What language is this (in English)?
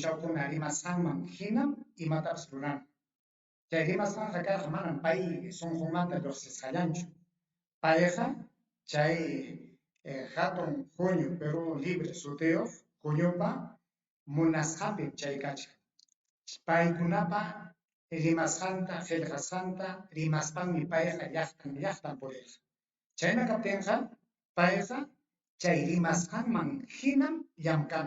Ayacucho Quechua